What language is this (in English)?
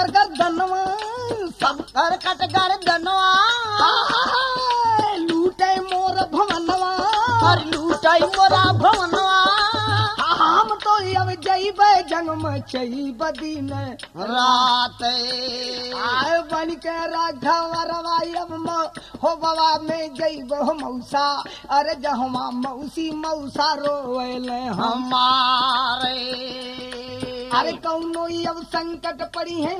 Bhojpuri